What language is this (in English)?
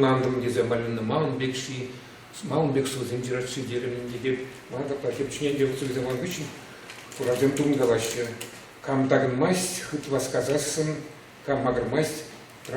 Chuvash